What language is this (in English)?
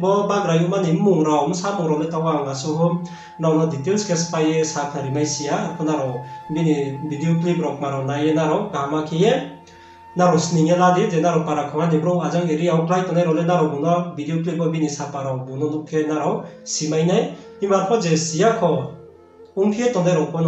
Riang (India)